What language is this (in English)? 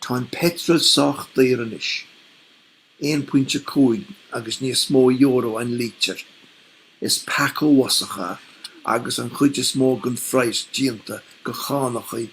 Irish